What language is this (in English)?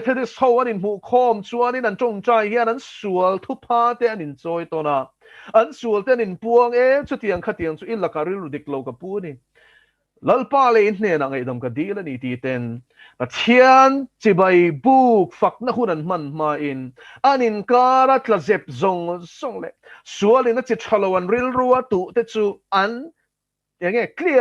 Mizo